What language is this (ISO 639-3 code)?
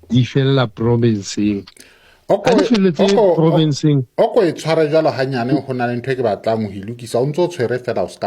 sot